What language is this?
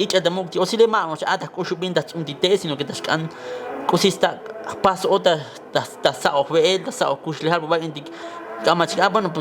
Tzotzil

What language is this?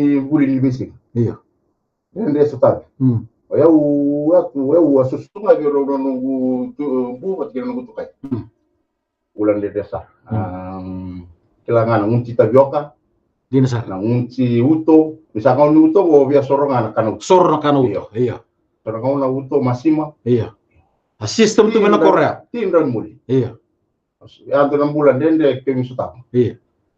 Fijian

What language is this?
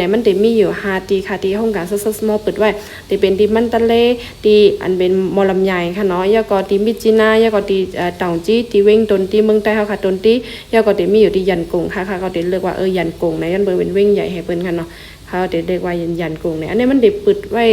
Shan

